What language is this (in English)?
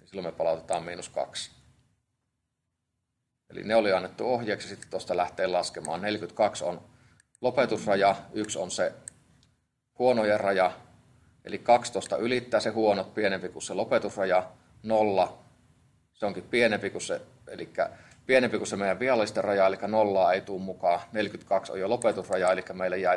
Finnish